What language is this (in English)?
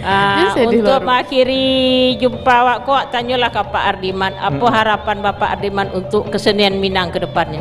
Minangkabau